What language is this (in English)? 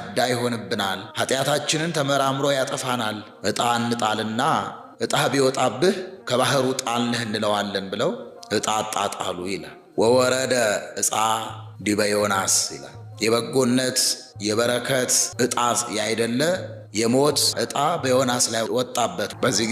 Amharic